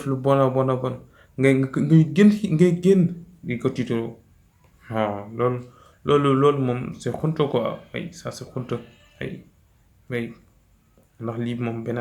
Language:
Wolof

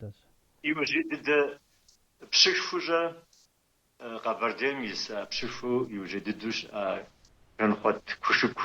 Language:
Kabardian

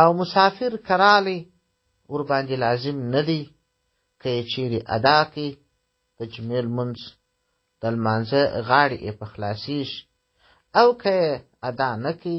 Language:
Pashto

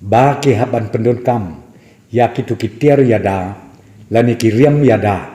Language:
Khasi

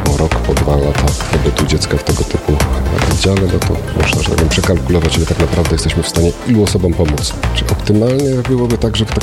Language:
Polish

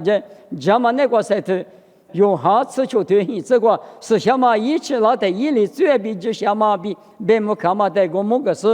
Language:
Lisu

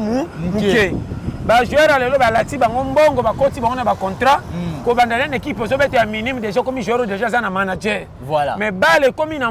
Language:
Lingala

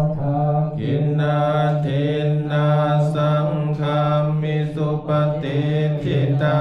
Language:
Pali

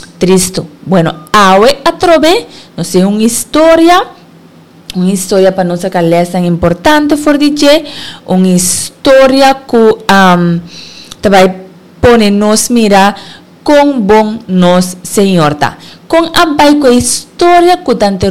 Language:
Papiamento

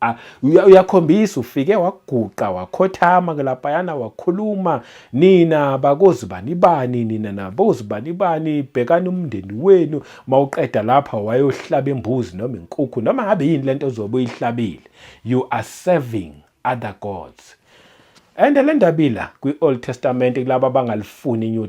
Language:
Zulu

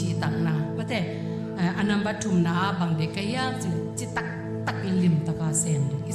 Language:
Tedim Chin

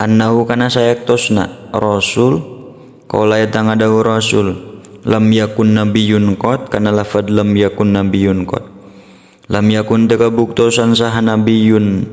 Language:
Sundanese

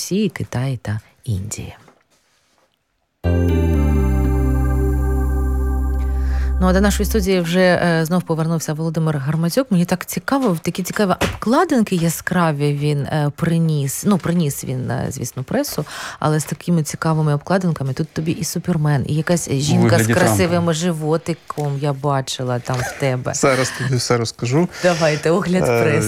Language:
Ukrainian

